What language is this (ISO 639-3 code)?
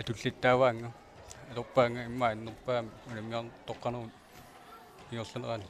kal